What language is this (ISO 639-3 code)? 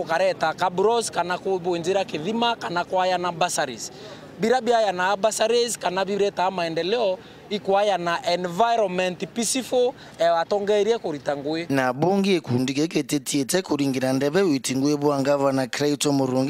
mer